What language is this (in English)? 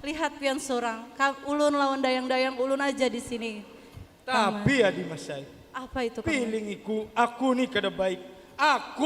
Banjar